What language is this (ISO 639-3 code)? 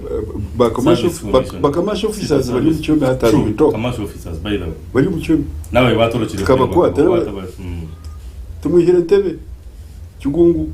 nyn